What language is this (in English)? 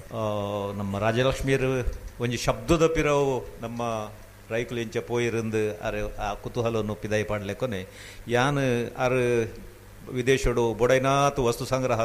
Tulu